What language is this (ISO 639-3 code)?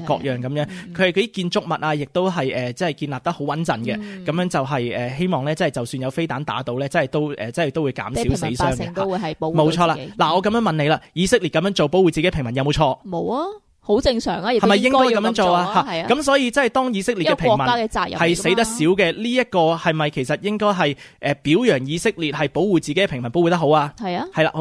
yue